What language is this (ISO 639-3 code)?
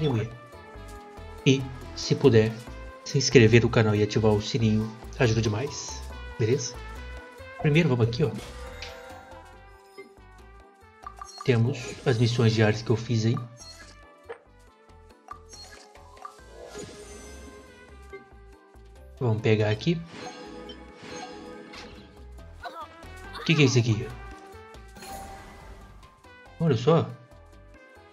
por